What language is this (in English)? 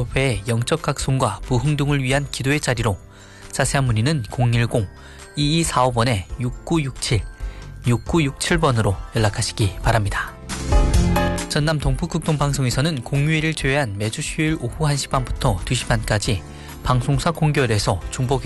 Korean